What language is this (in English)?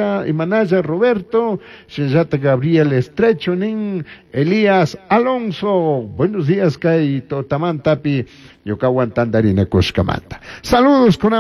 Chimborazo Highland Quichua